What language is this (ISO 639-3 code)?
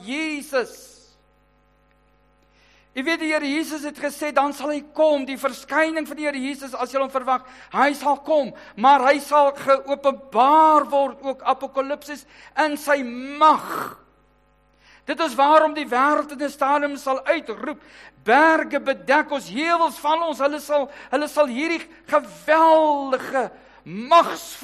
afr